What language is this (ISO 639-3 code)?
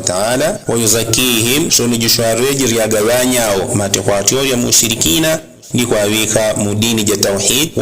yao